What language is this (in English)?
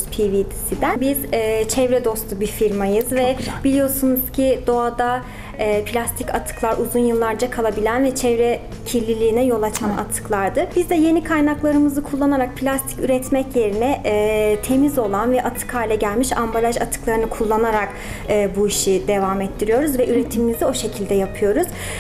Turkish